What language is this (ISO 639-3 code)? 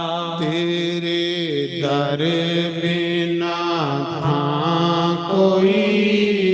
doi